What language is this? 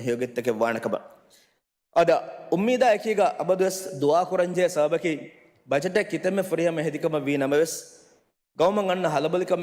Divehi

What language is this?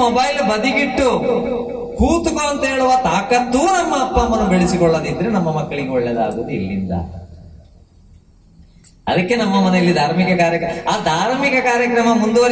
Kannada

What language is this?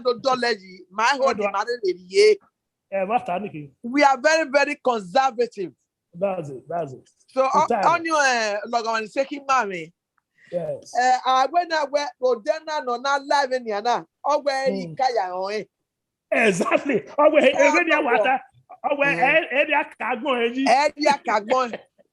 Bini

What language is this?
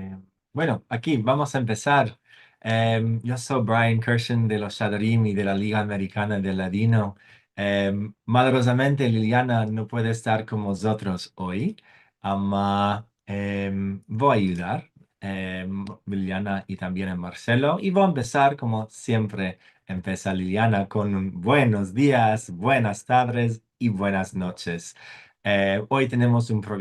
Ladino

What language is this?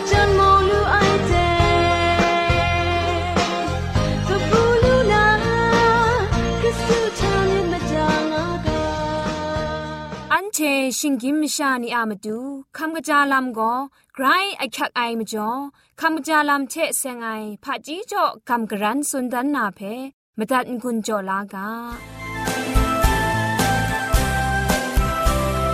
Thai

